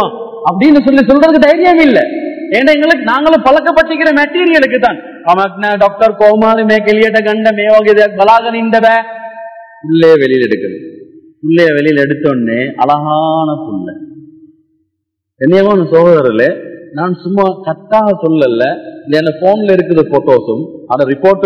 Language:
Tamil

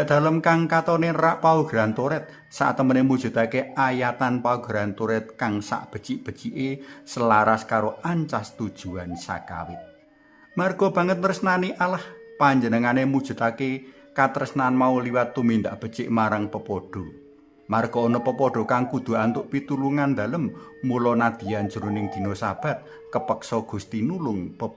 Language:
Javanese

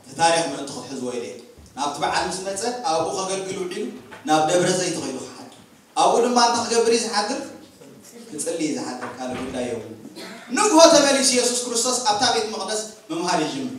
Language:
Tigrinya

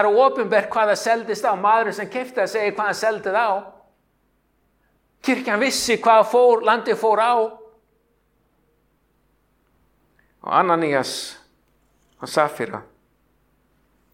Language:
Icelandic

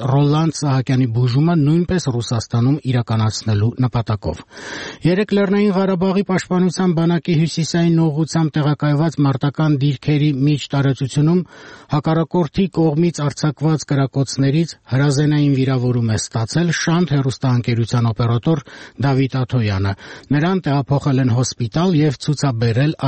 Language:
Armenian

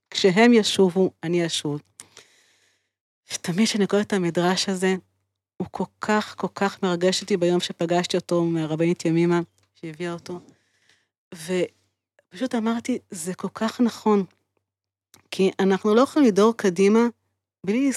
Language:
Hebrew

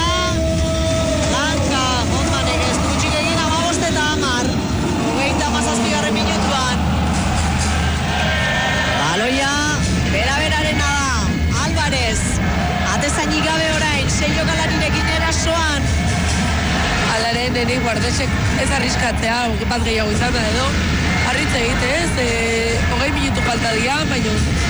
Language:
Basque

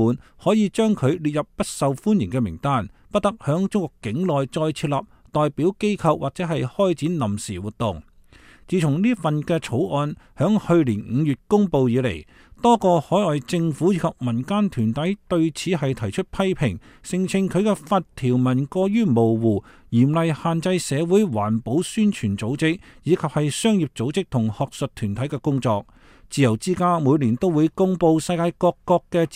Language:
Cantonese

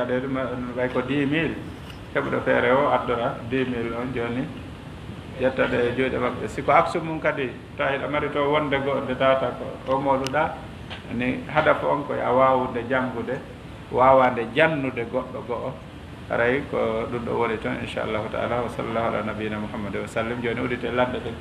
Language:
Fula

